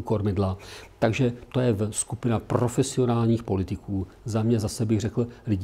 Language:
Czech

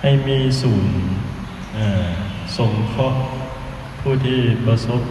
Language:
Lao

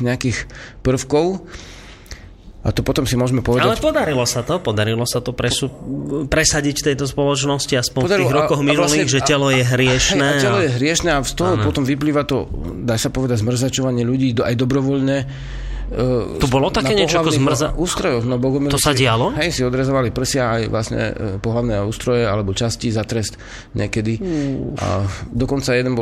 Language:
Slovak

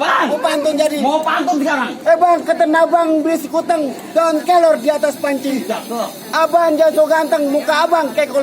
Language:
Betawi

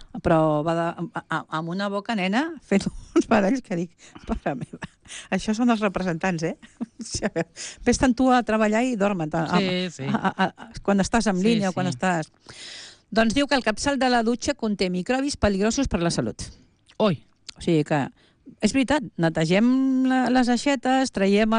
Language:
Catalan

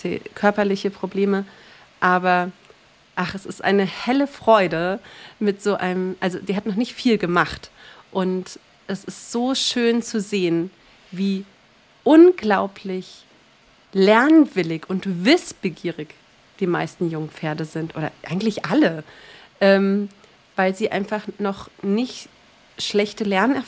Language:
German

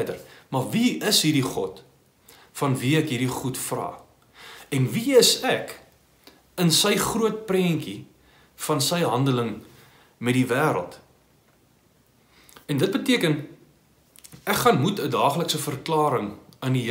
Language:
Afrikaans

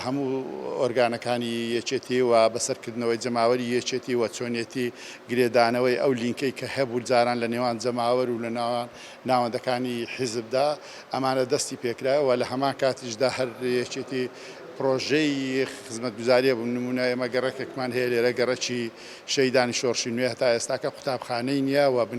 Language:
Central Kurdish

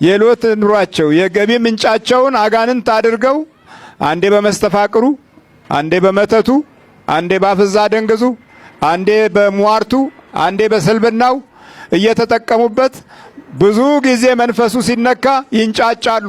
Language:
Amharic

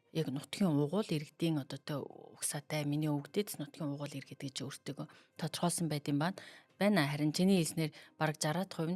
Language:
Mongolian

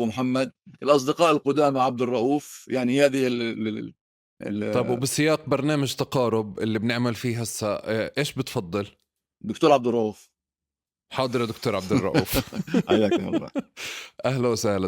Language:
North Levantine Arabic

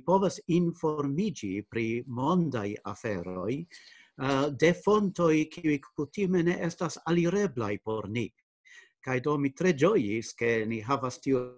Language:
Esperanto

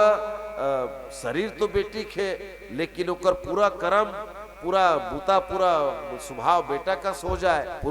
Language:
Chhattisgarhi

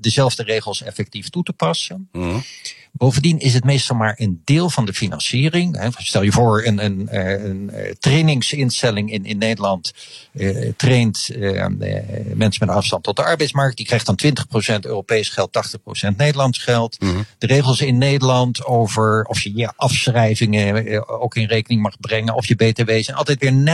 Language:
Dutch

